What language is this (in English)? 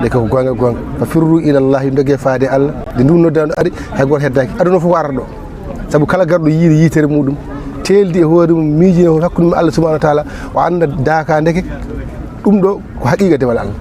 Fula